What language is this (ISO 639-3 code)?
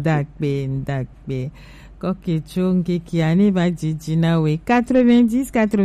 gej